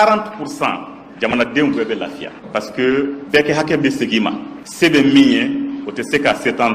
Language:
Bambara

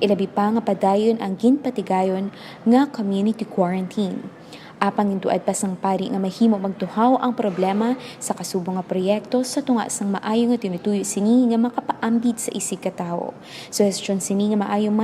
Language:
Hiligaynon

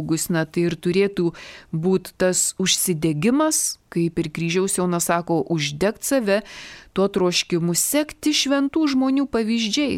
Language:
Lithuanian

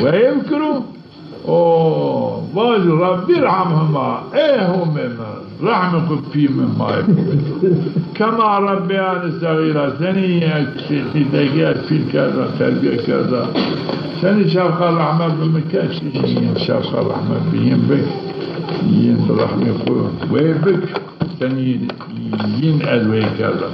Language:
Zaza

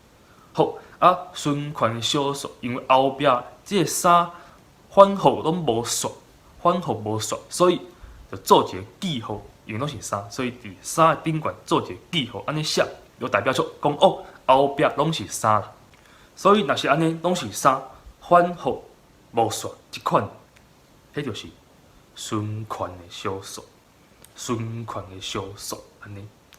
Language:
Min Nan Chinese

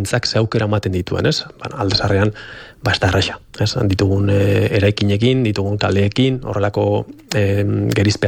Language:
Basque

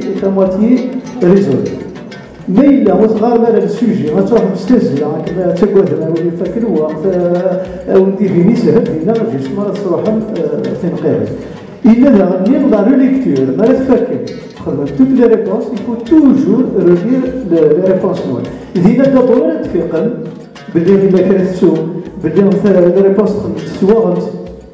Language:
Kabyle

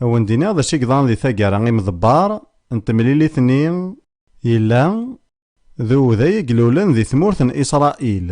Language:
Kabyle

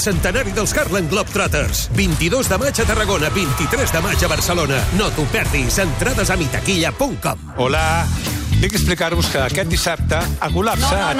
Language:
Catalan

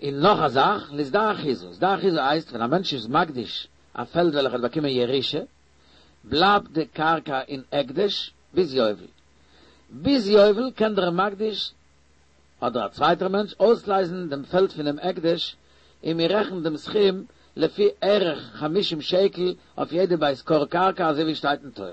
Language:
Yiddish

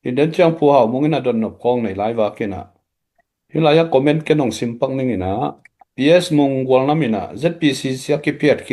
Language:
Tedim Chin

